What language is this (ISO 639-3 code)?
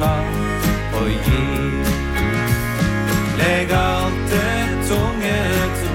nor